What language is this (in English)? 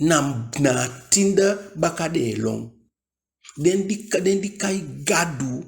Eastern Maroon Creole